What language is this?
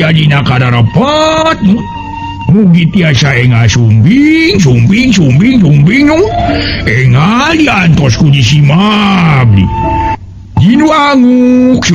Sundanese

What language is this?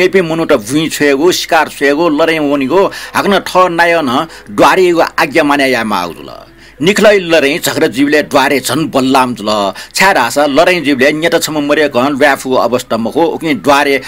Newari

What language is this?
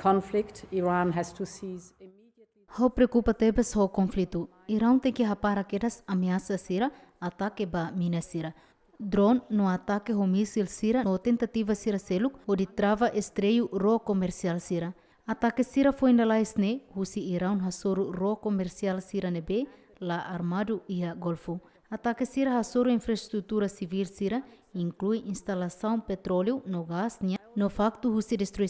Tetum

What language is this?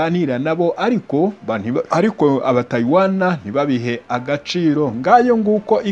Kinyarwanda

